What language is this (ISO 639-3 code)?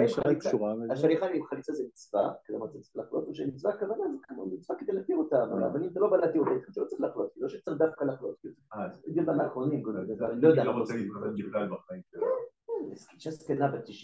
heb